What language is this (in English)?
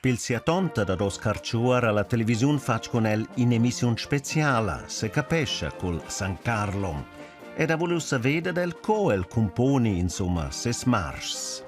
Romansh